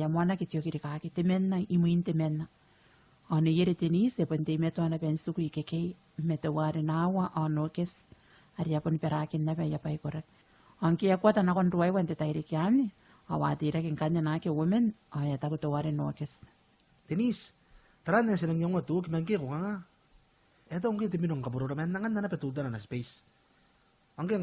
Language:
Gilbertese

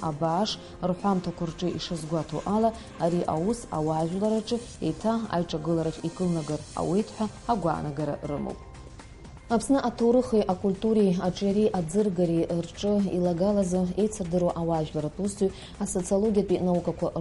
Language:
Abkhazian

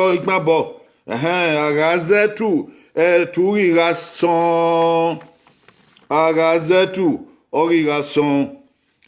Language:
Bini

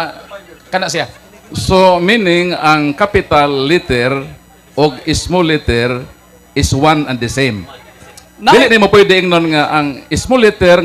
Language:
Cebuano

